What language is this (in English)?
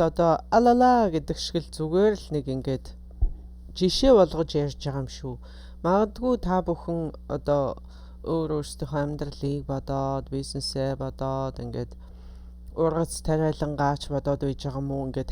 Mongolian